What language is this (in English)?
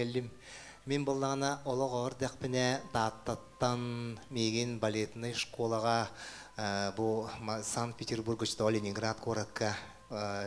Yakut